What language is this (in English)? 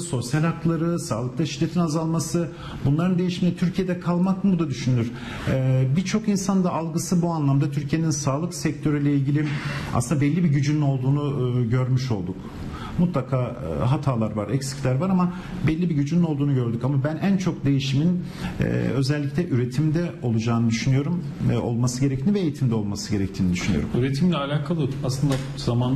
Turkish